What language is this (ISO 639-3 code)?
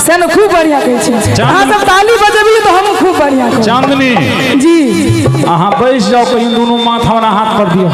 mai